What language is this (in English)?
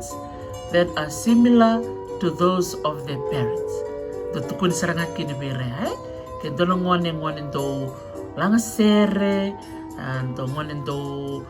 Fijian